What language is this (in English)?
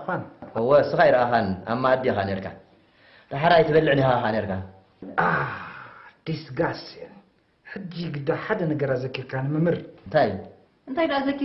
Tigrinya